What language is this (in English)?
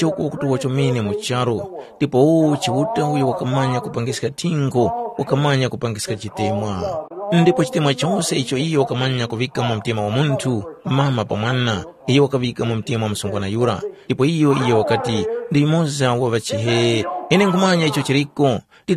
Tumbuka